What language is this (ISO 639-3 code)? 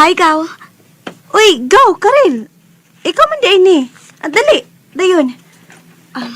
ceb